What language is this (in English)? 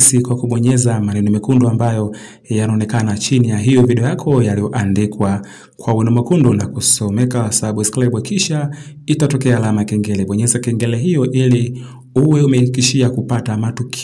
Swahili